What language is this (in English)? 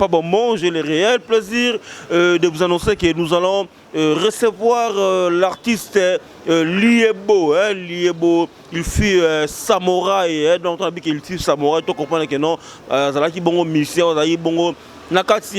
Lingala